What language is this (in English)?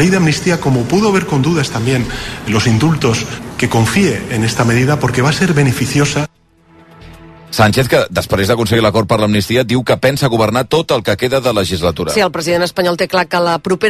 Catalan